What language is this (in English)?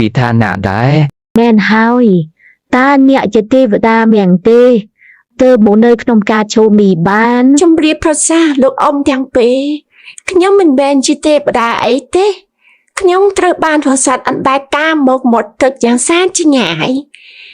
Khmer